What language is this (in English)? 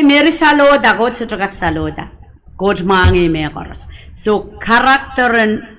Pohnpeian